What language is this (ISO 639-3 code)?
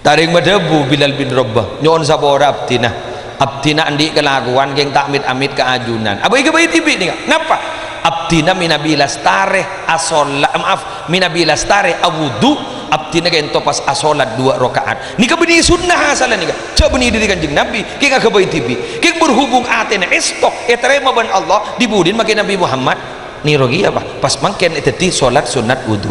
mad